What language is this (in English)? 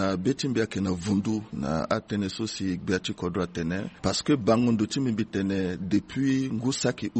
Sango